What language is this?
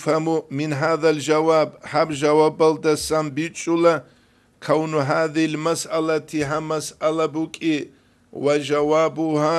Avaric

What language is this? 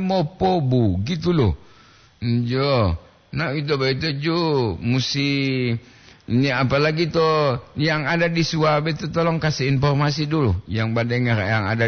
Gorontalo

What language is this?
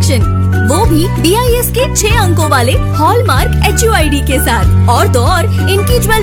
Hindi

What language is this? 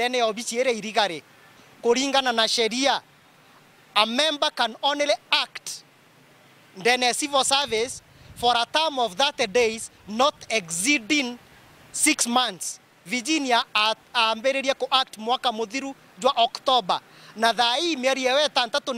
Meru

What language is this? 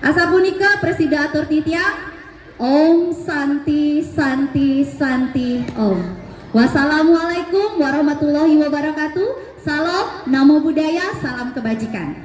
Balinese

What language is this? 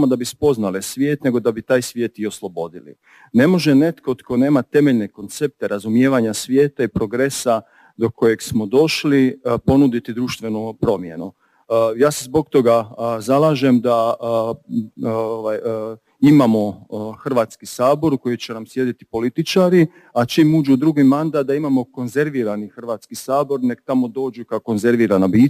Croatian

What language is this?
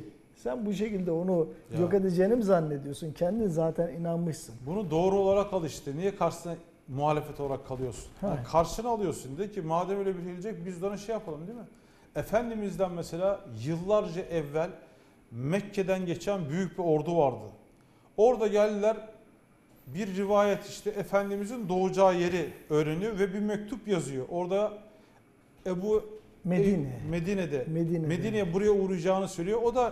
Turkish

